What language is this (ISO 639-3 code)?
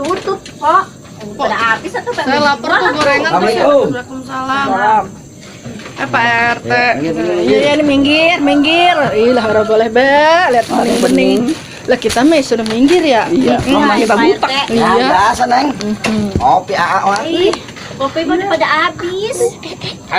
bew